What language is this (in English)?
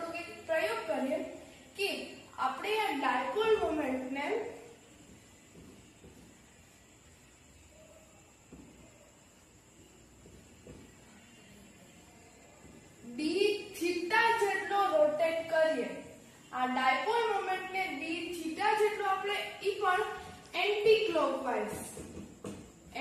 Gujarati